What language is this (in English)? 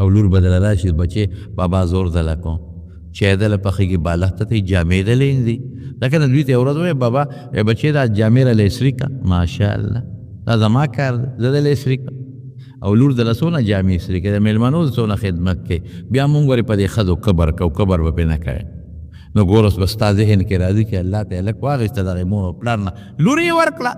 Pashto